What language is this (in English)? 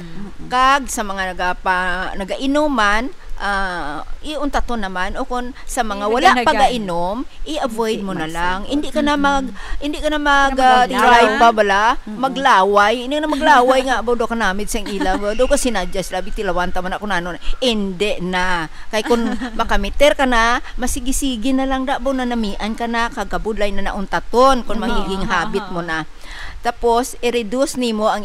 Hiligaynon